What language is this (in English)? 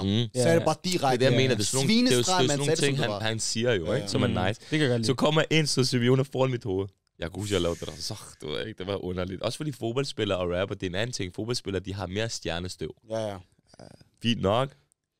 Danish